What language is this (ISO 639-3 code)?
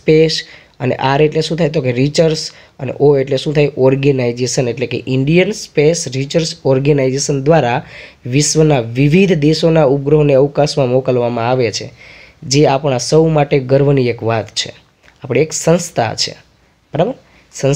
guj